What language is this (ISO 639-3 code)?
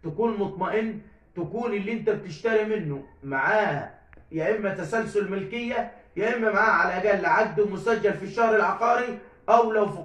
arz